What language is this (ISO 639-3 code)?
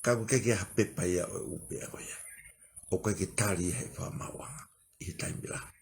ton